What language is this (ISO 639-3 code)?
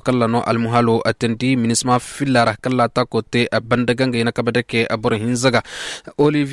ses